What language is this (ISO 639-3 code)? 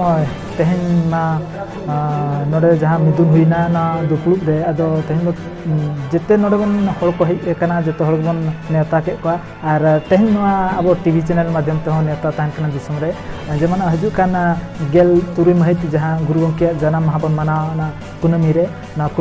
sat